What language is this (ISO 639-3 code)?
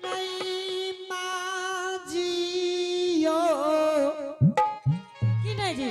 anp